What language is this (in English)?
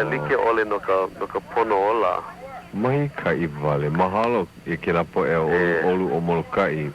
Hawaiian